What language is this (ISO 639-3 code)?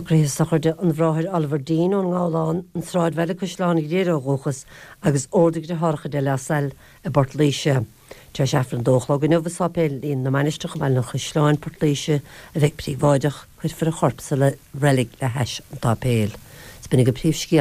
gle